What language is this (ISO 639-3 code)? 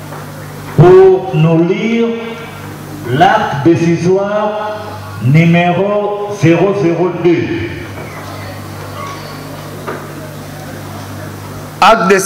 fra